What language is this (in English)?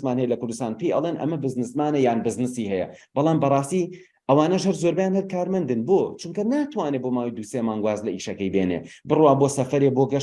Central Kurdish